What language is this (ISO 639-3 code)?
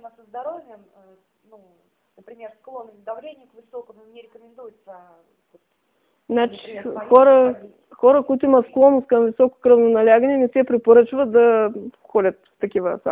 bul